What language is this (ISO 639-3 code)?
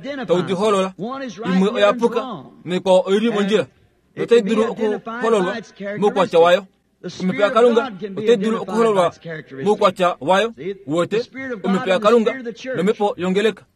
kua